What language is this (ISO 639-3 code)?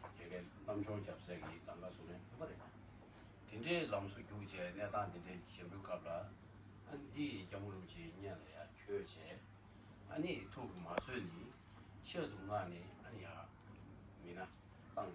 bod